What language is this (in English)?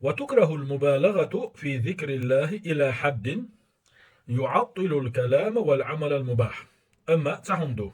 Chechen